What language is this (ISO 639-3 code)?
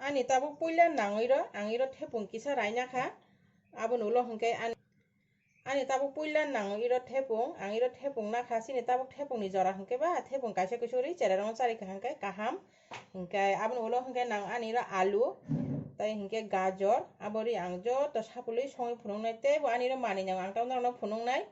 trp